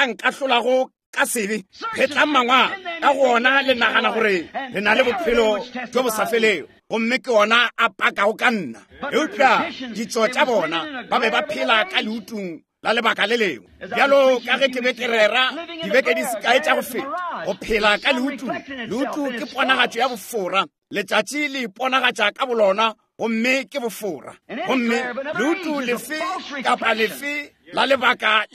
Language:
Northern Sotho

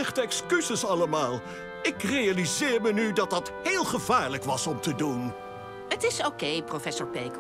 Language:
Dutch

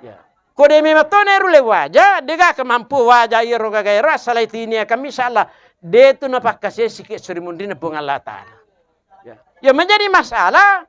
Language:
Buginese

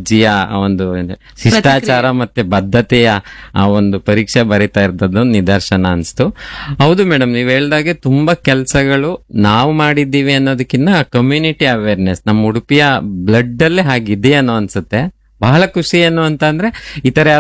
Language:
Kannada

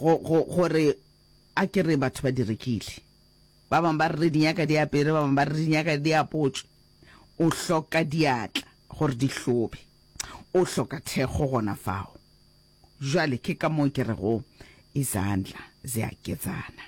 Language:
Northern Sotho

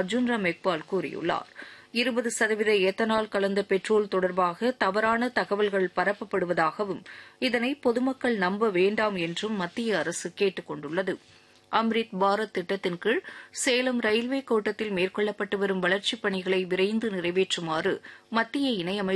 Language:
Tamil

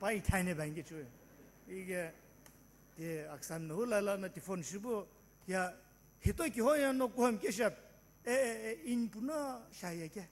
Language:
Sumi Naga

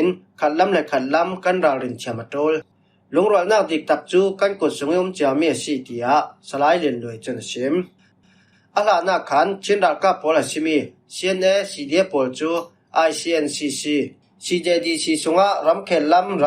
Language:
Falam Chin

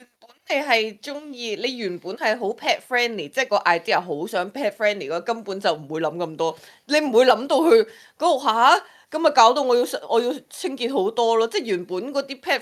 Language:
Cantonese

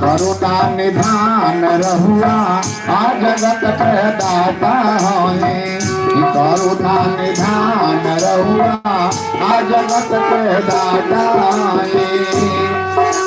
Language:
Magahi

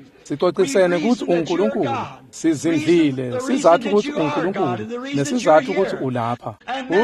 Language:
Swati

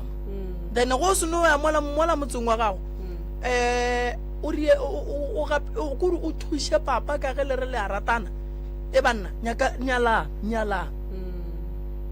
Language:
Northern Sotho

